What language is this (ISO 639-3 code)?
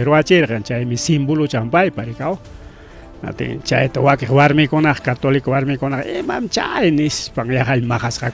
quy